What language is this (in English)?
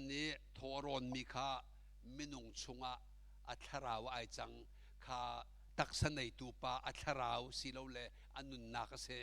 Hakha Chin